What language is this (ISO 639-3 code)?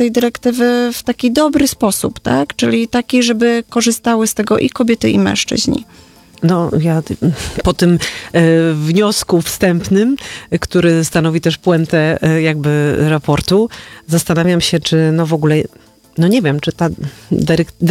pol